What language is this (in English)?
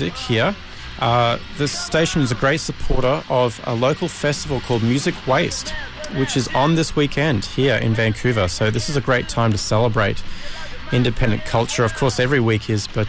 English